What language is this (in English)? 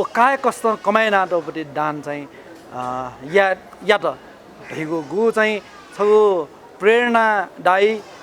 Newari